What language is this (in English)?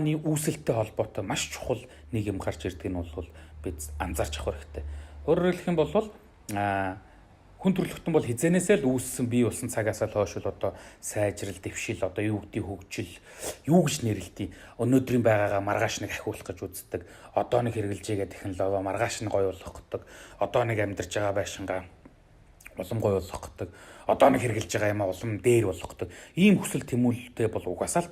Mongolian